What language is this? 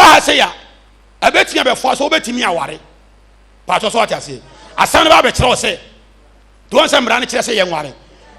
Akan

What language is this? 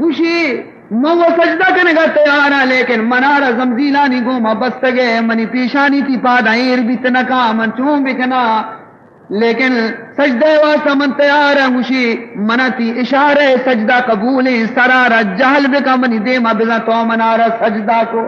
Baluchi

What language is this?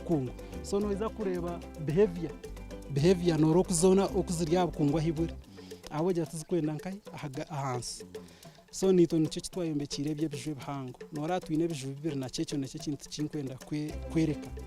Nyankole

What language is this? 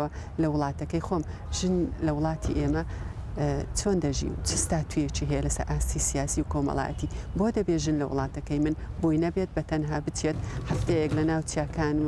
Central Kurdish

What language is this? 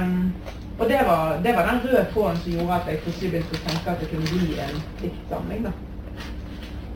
Norwegian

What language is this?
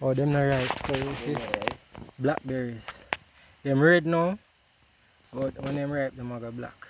Jamaican Creole English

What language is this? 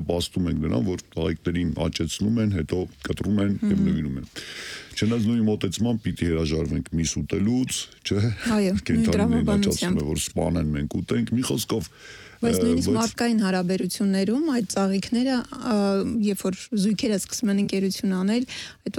Armenian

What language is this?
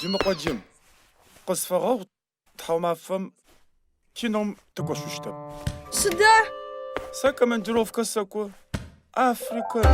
Adyghe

